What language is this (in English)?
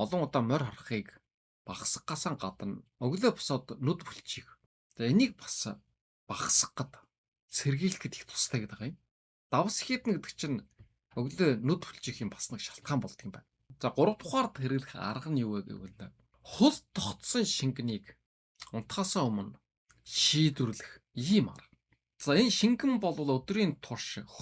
Mongolian